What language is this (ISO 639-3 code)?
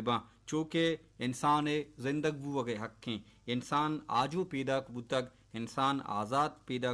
bal